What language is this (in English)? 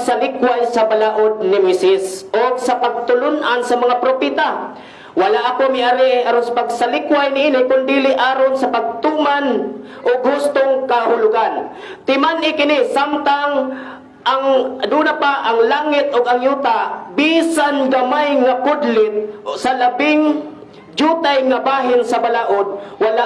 Cebuano